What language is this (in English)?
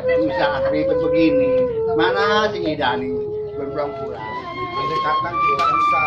Betawi